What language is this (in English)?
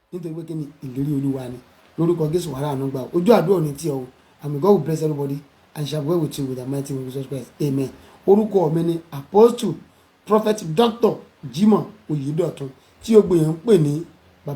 Yoruba